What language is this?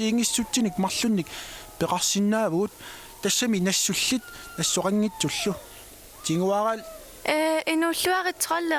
Kalaallisut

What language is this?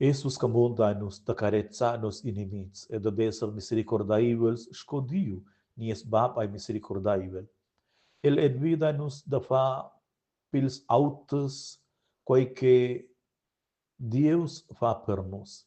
Romansh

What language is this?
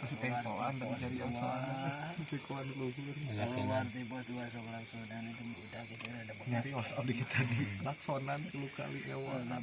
Sundanese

